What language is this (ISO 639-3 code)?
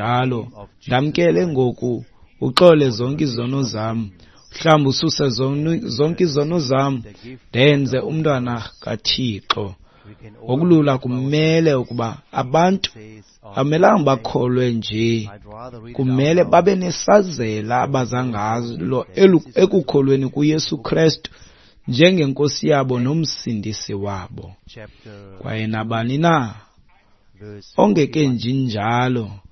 xho